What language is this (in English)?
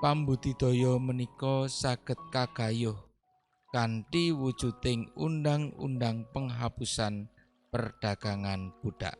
Javanese